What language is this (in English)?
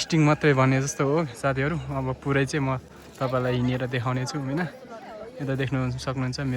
Nepali